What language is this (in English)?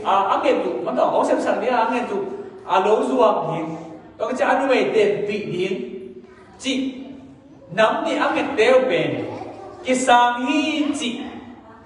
Tedim Chin